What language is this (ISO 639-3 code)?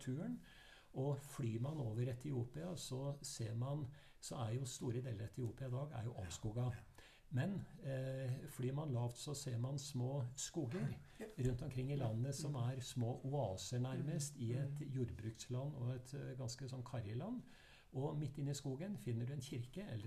nor